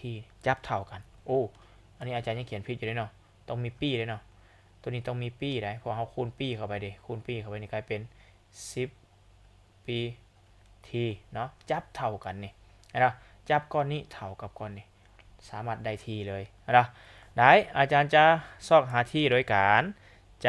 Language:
Lao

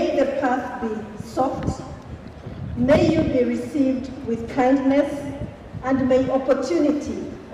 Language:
Gusii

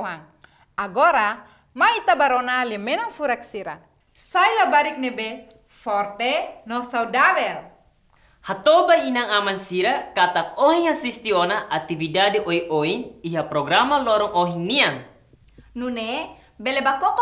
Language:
Tetum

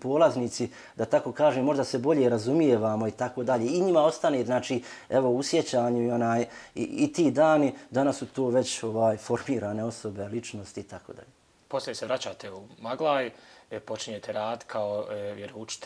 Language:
Bosnian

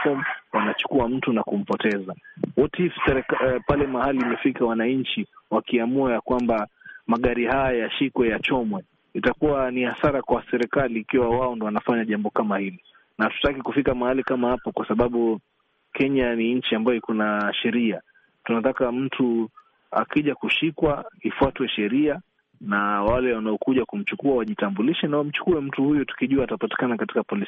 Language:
Swahili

